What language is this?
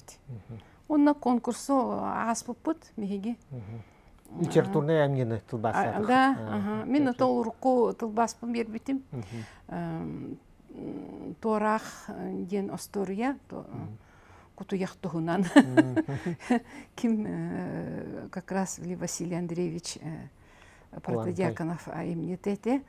Yakut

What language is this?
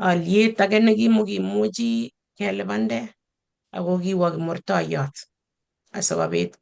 Kalenjin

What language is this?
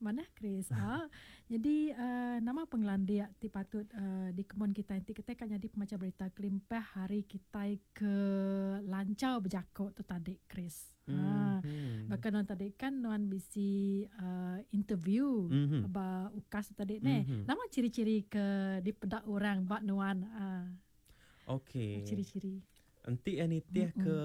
Iban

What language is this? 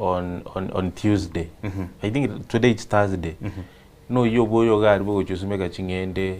Gusii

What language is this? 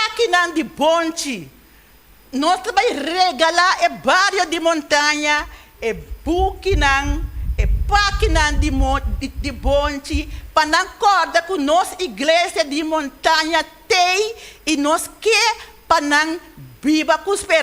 Papiamento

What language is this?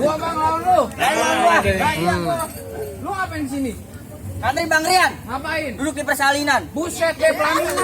Betawi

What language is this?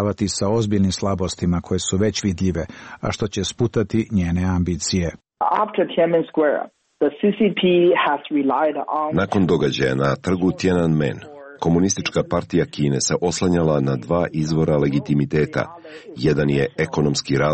Serbian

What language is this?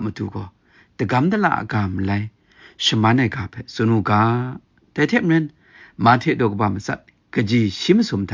Kachin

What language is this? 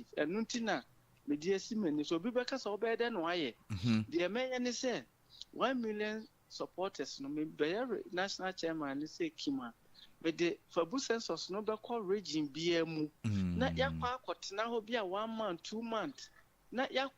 Akan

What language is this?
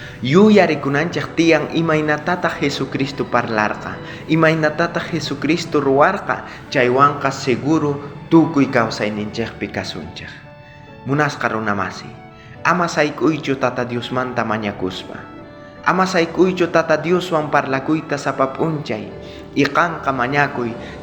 South Bolivian Quechua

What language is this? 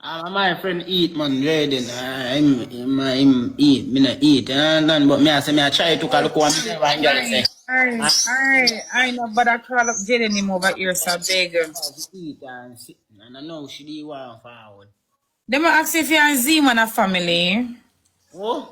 Jamaican Creole English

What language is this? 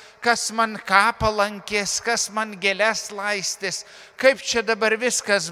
Lithuanian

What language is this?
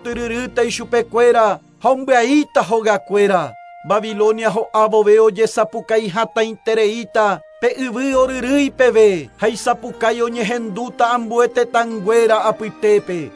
Guarani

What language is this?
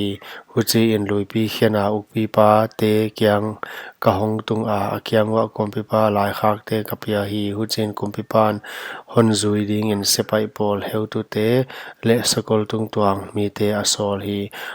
Paite Chin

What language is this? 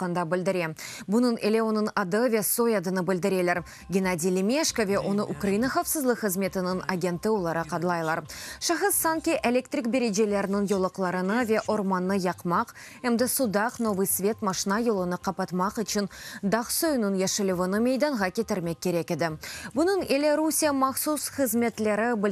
Crimean Tatar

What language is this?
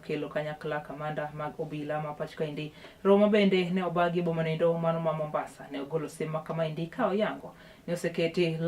Luo (Kenya and Tanzania)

